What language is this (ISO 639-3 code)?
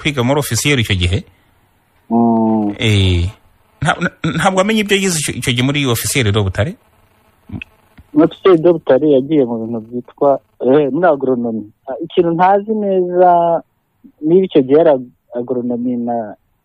kin